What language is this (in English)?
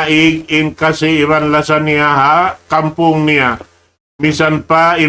Tausug